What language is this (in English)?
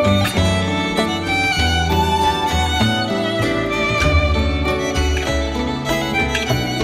Basque